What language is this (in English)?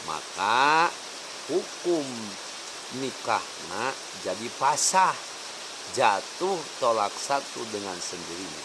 Sundanese